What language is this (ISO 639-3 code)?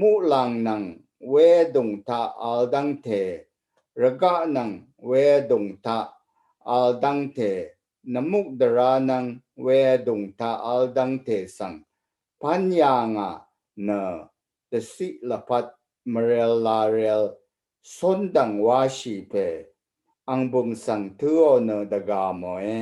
raw